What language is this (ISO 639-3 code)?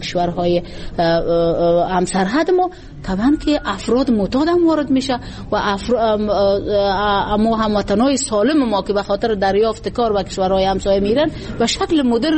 fas